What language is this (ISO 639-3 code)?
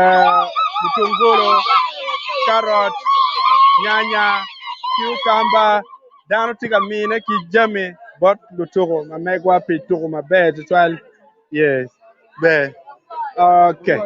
ach